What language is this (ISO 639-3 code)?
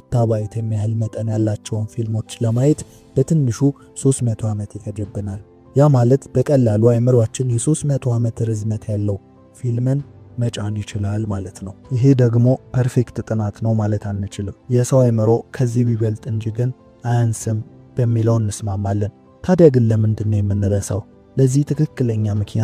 amh